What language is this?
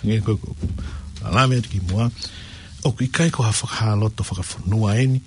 Tongan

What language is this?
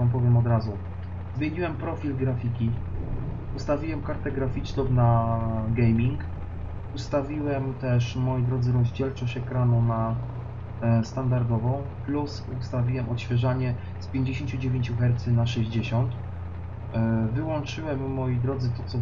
Polish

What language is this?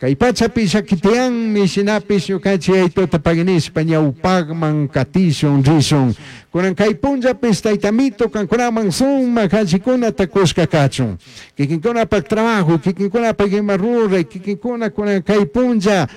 Chimborazo Highland Quichua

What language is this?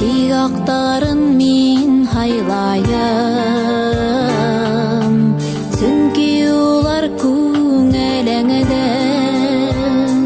Bashkir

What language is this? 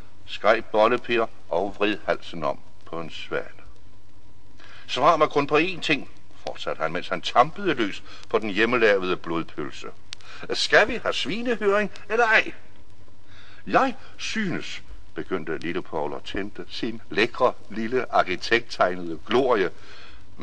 Danish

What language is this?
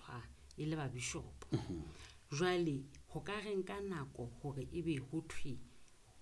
Southern Sotho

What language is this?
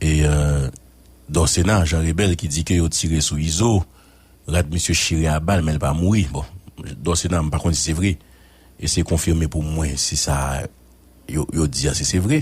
Haitian Creole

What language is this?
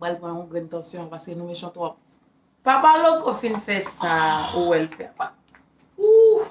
Haitian Creole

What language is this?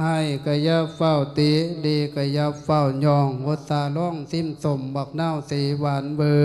Lao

